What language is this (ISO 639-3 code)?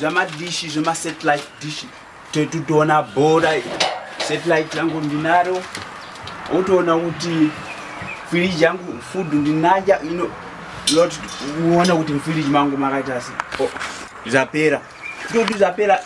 sna